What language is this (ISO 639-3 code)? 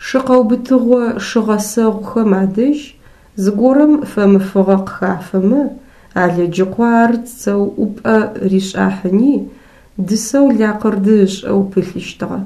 ady